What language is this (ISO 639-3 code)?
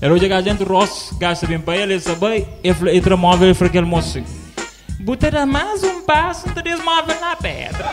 kea